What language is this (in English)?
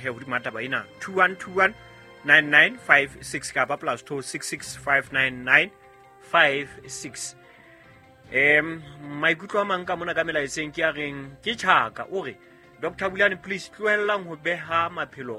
Southern Sotho